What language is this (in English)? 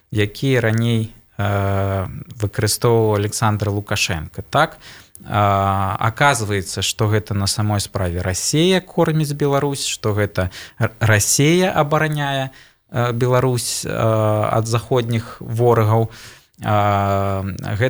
Belarusian